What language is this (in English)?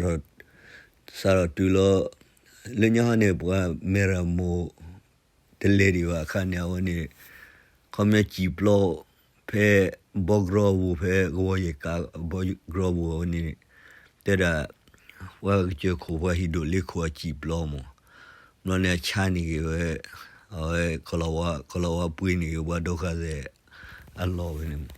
S'gaw Karen